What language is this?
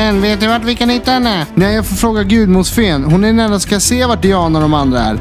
Swedish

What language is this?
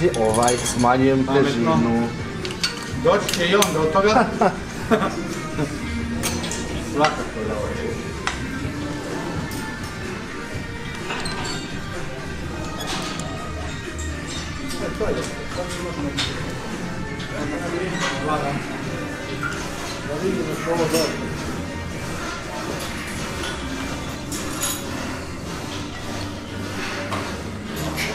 Croatian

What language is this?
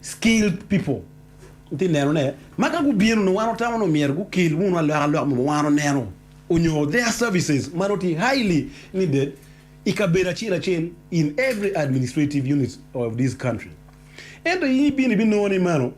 Acoli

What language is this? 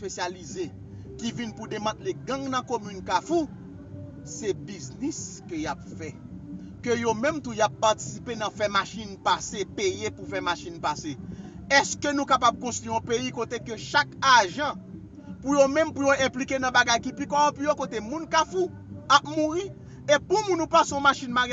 Haitian Creole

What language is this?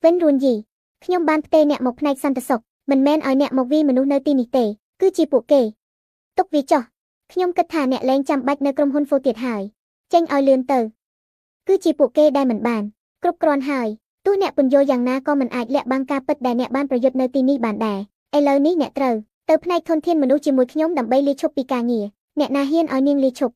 Khmer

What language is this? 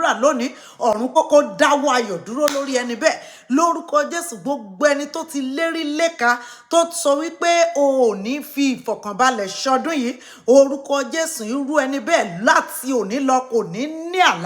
Yoruba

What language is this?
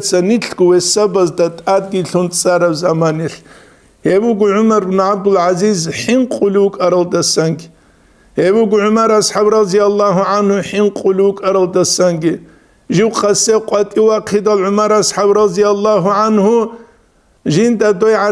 Avaric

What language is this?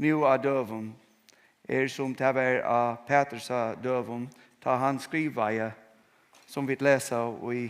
Faroese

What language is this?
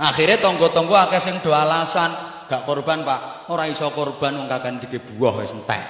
Javanese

